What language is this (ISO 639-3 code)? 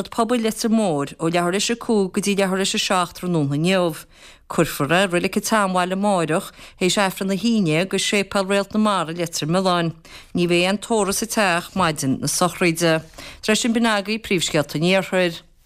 gle